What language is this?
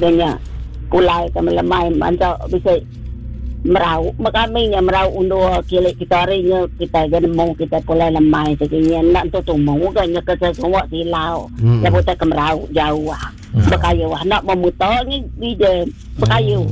Iban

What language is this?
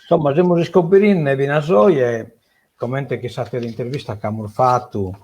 Sardinian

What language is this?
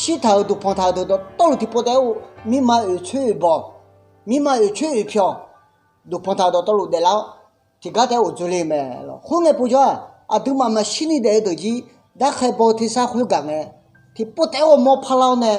Akha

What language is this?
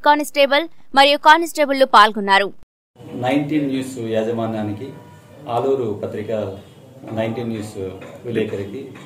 Telugu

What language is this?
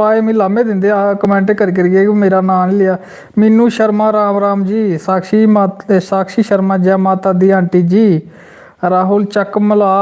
Dogri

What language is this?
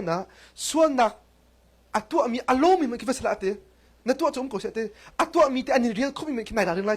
Hakha Chin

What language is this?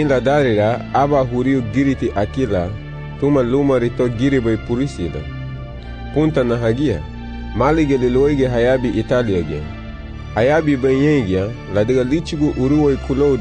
Garifuna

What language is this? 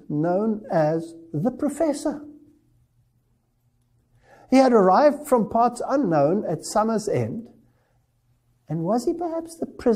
English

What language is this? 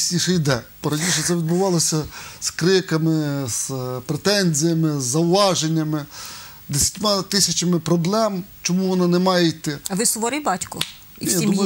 Ukrainian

